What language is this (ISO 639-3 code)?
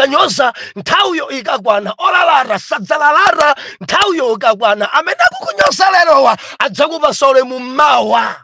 nya